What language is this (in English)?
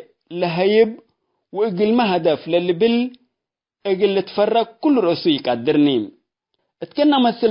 Tigre